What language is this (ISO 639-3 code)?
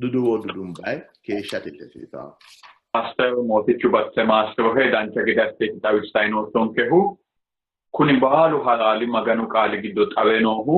sid